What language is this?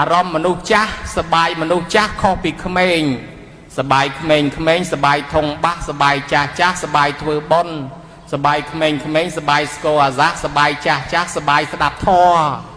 Khmer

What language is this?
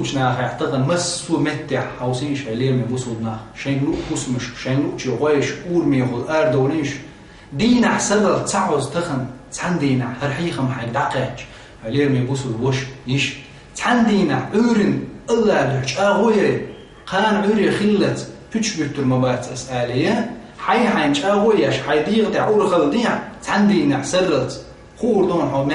Chechen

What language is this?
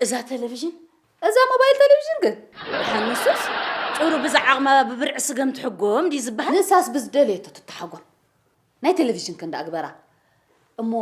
Tigrinya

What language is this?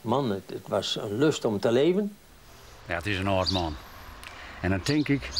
Western Frisian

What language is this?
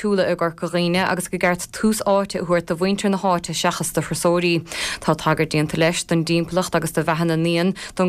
Irish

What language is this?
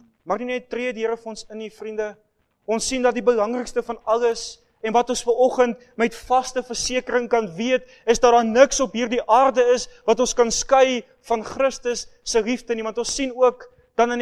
Afrikaans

